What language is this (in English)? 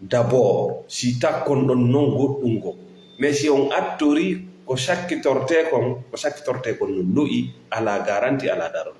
Fula